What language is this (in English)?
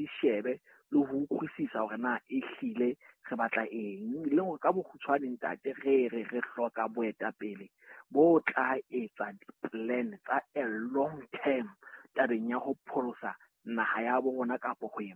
Southern Sotho